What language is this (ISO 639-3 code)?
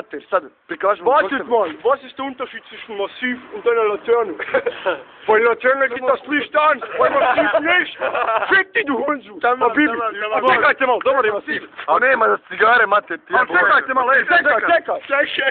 bos